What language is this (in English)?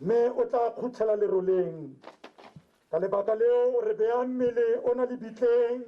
Tswana